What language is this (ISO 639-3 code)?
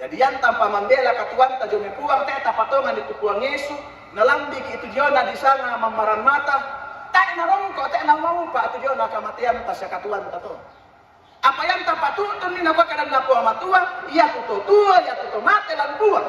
sda